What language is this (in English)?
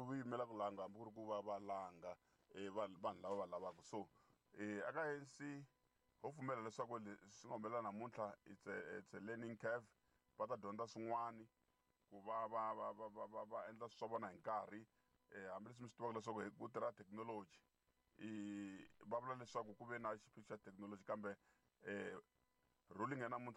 Tsonga